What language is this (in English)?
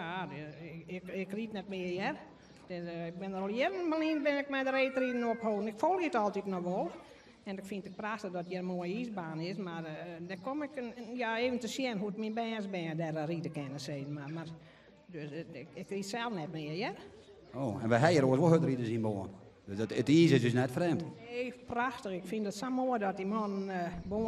Western Frisian